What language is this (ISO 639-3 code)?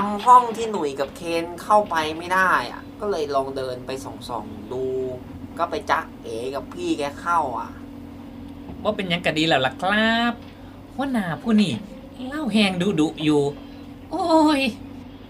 tha